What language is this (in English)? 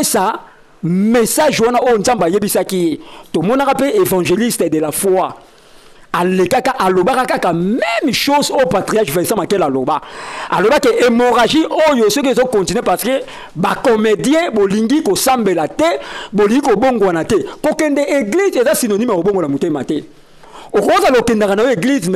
Lingala